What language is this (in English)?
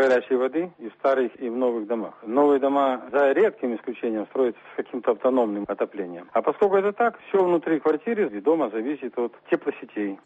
Belarusian